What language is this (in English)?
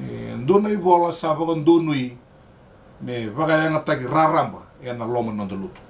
Fijian